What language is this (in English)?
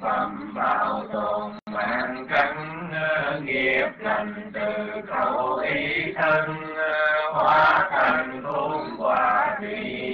Vietnamese